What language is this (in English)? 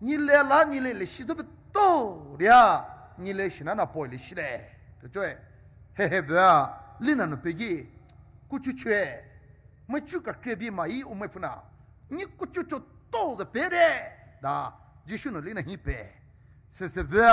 Poumei Naga